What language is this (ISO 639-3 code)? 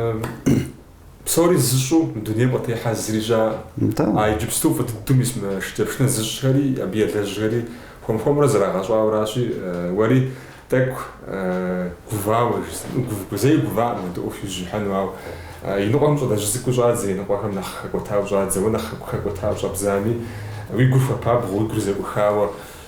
kbd